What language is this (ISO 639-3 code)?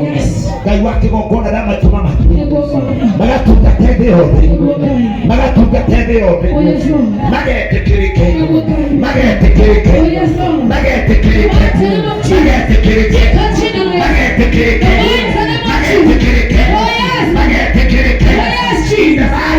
kik